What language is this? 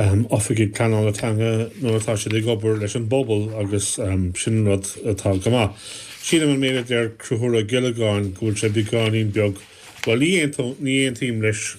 Irish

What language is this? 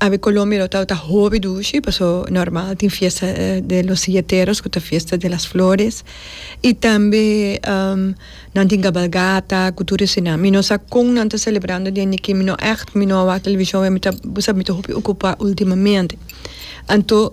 Papiamento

